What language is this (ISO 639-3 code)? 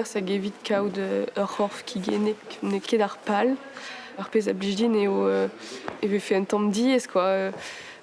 bre